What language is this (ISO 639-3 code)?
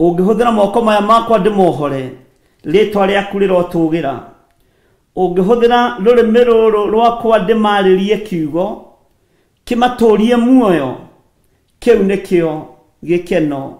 kik